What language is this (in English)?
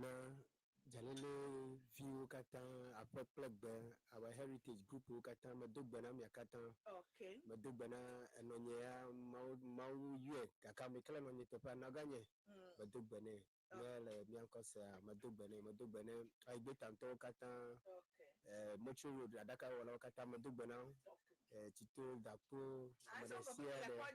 Ewe